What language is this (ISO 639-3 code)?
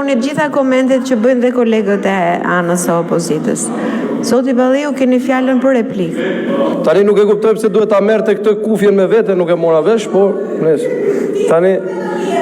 sqi